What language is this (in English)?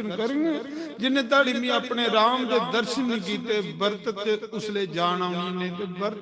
Dogri